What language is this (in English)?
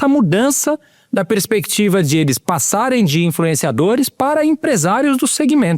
Portuguese